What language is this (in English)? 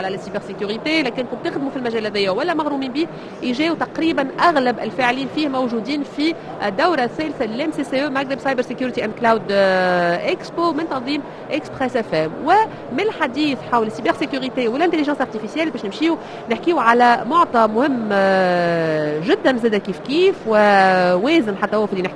Tunisian Arabic